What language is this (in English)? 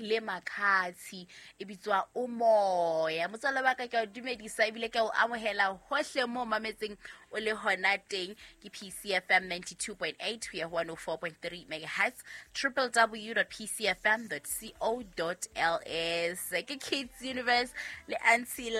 Southern Sotho